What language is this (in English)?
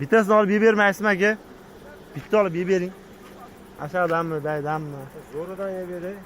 Uzbek